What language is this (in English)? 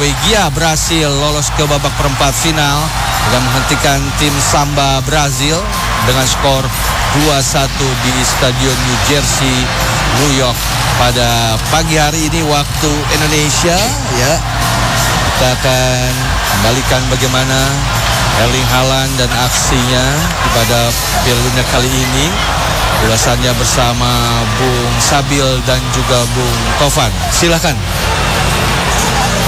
Indonesian